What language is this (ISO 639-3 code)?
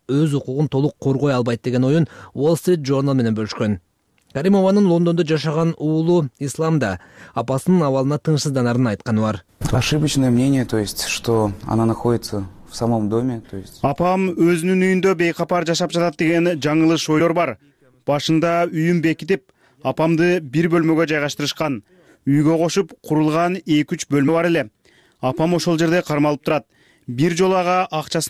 kir